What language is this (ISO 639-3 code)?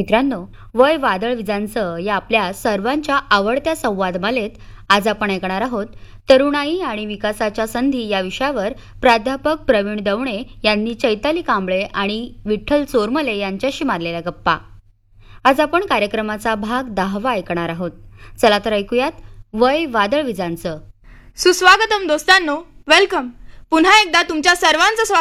mar